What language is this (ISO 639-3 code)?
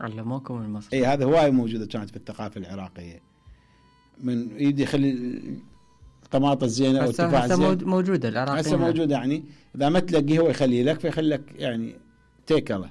acm